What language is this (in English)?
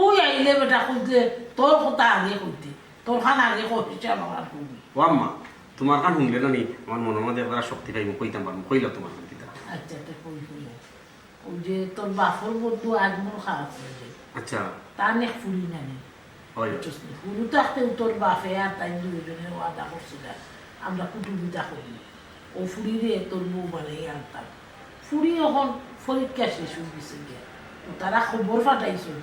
Sylheti